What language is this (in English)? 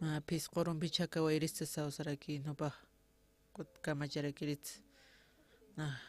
Aymara